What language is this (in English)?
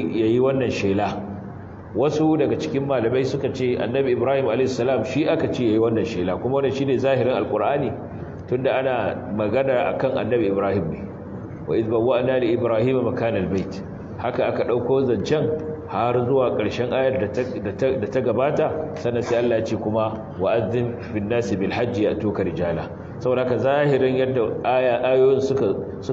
Hausa